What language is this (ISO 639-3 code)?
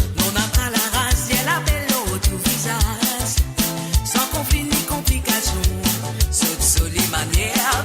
mfe